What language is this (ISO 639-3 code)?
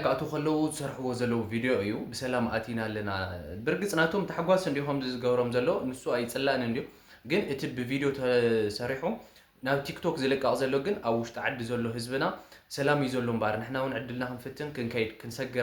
tir